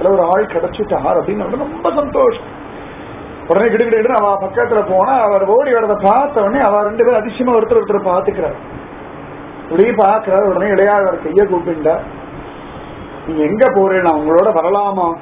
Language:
Tamil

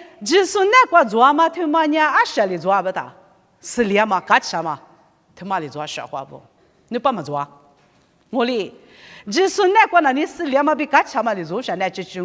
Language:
Lisu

